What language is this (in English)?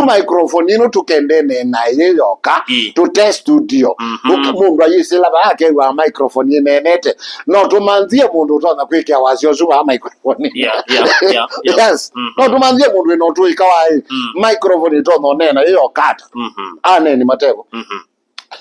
Kamba